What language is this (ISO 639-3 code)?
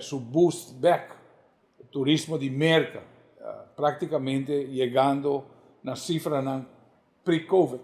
pap